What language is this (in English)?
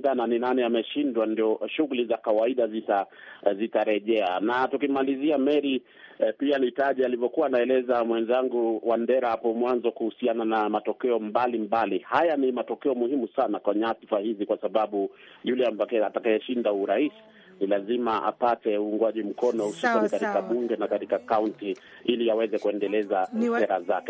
Swahili